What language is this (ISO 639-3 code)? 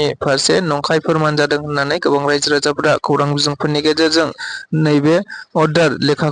brx